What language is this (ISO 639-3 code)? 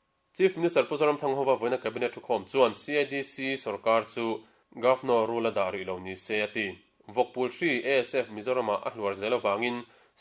lus